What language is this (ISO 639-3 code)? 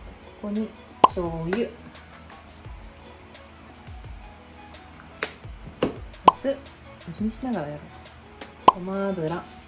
jpn